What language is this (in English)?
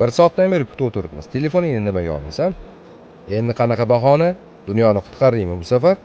Uzbek